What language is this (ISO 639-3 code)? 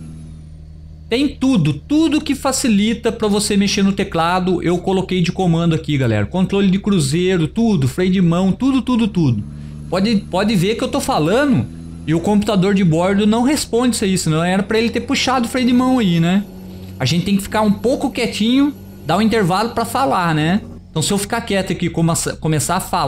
por